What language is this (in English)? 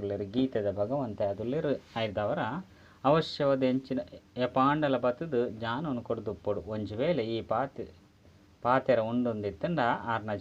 Tulu